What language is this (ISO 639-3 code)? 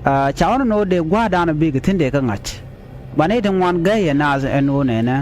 nus